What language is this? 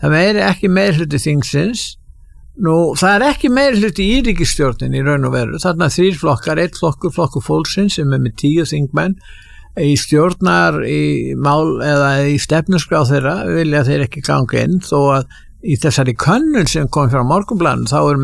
Icelandic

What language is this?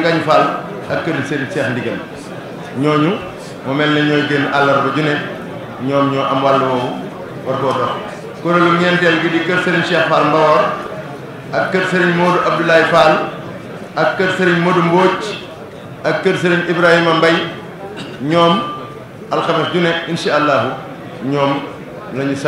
Wolof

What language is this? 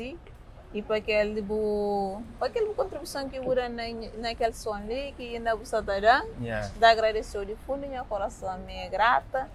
Kabuverdianu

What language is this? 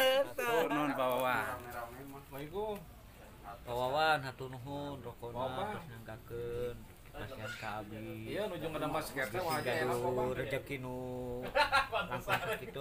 Sundanese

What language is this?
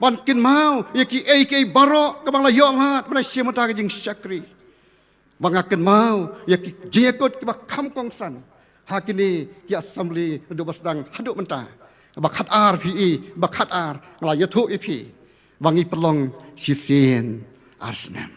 Khasi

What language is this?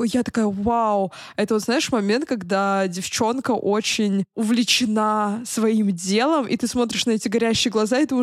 Russian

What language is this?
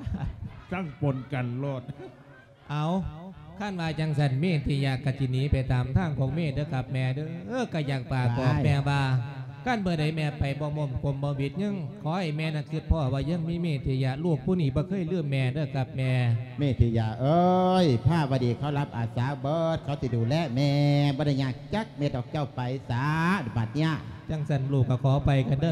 Lao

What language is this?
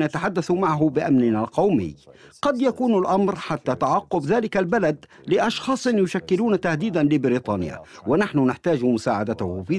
Arabic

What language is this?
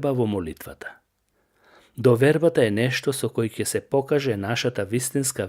Macedonian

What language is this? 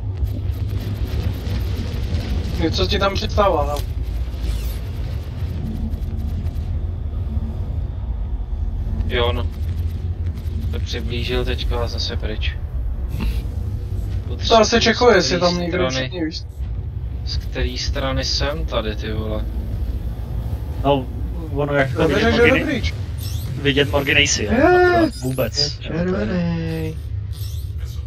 Czech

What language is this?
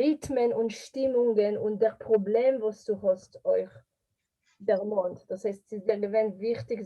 Yiddish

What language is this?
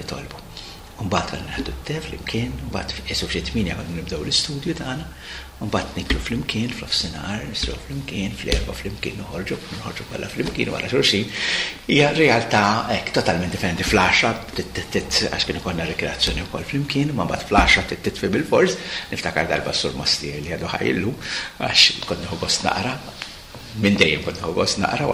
Maltese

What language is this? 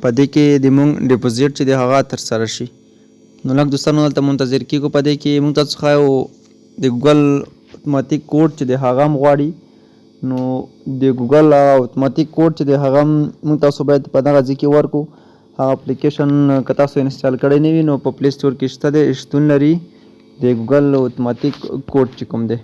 Pashto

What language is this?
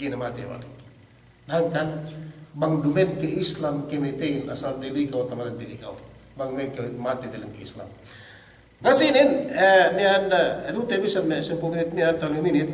Yakan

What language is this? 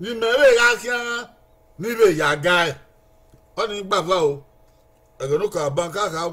Bini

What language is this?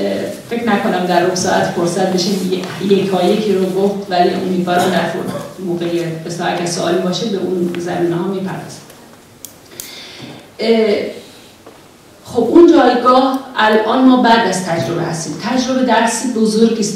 Persian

